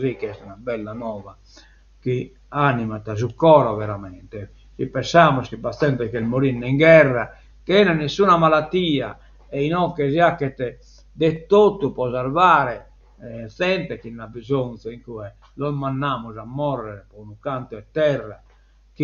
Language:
Sardinian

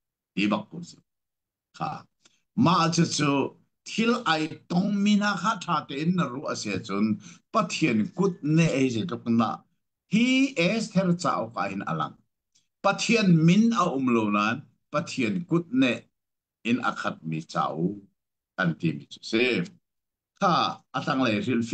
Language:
Hakha Chin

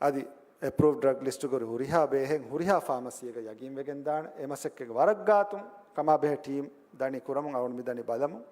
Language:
Divehi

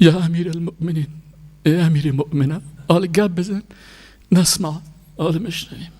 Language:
Persian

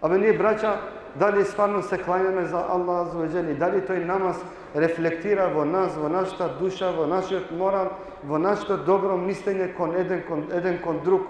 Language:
Balkan Romani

